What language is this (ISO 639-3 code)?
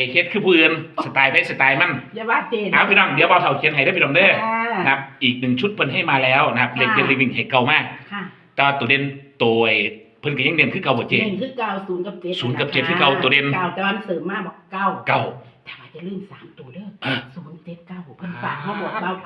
tts